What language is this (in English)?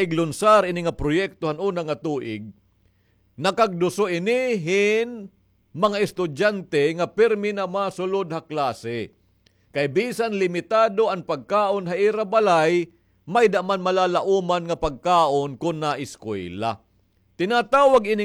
Waray